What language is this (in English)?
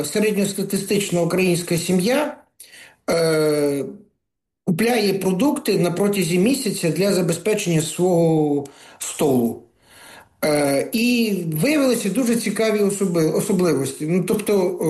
Ukrainian